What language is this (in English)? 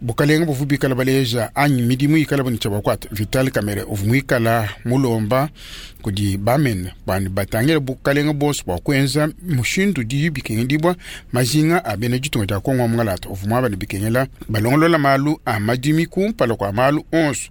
Luba-Lulua